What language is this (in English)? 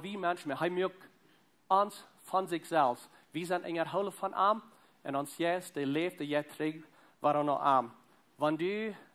Plautdietsch